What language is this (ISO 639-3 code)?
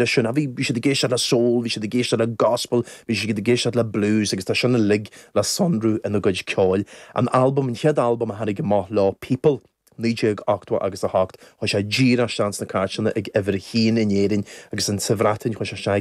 gle